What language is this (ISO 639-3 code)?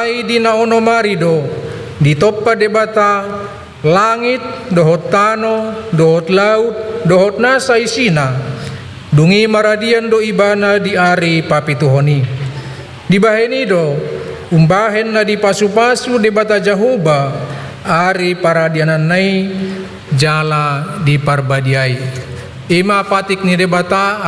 bbc